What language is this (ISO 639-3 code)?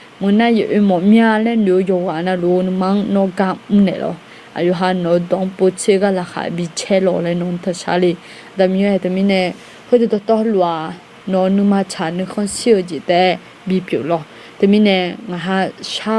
ahk